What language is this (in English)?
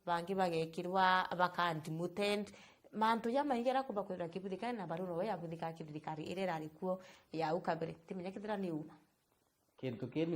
Meru